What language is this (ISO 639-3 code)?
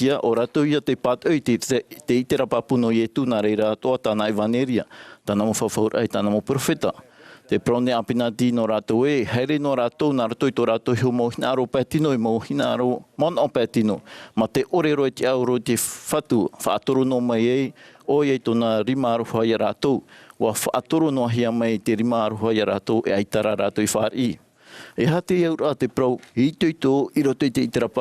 tah